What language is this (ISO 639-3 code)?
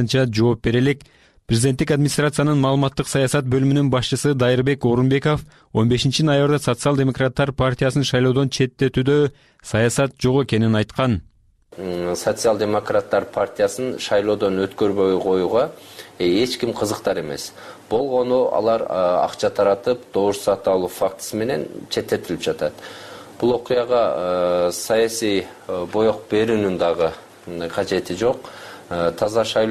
kir